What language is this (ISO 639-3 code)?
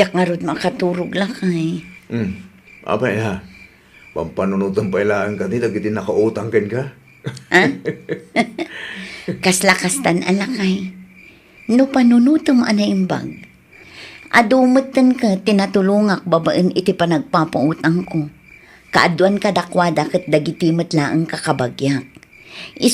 ilo